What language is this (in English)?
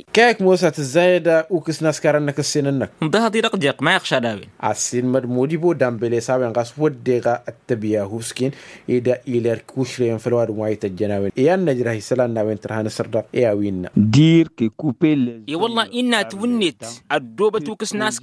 Tamasheq